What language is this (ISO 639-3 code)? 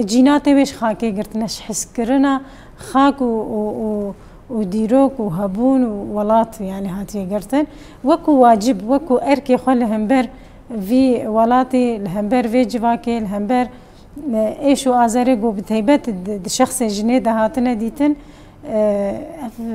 kur